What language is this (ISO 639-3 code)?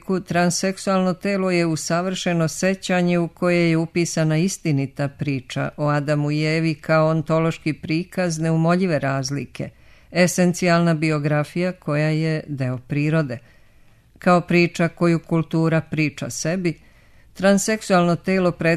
srp